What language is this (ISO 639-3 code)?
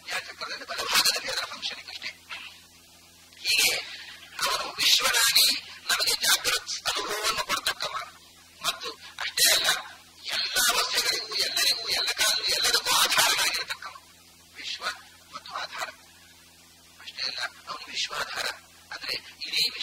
kan